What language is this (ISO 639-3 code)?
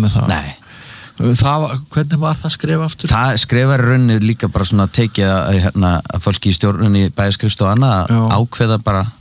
isl